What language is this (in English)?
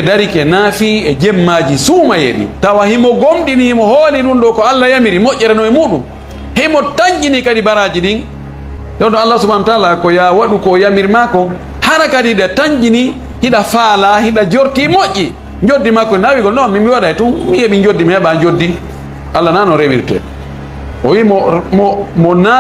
Fula